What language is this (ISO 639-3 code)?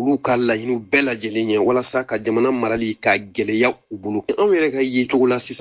bam